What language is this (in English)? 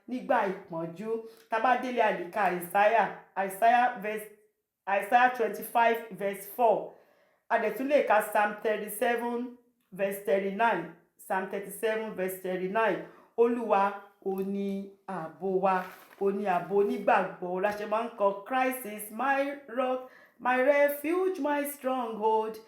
Yoruba